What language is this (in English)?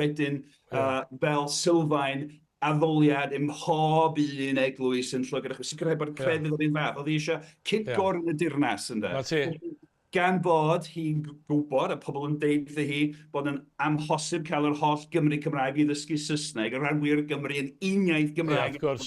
Welsh